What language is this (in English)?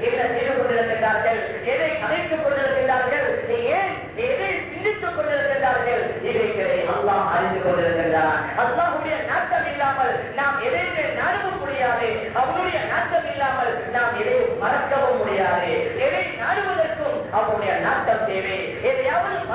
Tamil